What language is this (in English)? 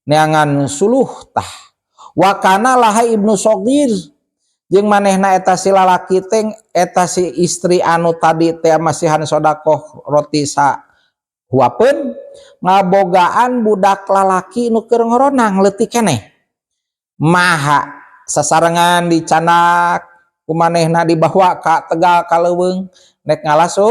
Sundanese